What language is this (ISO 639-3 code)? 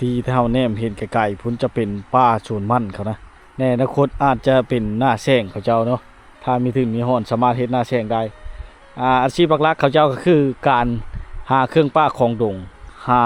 lao